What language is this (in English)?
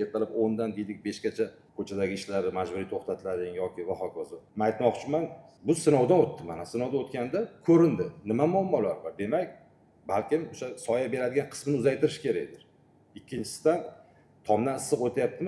Uzbek